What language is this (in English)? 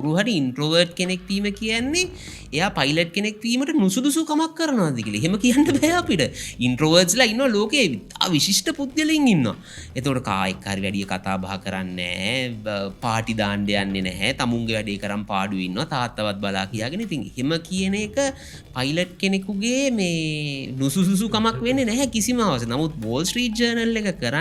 Sinhala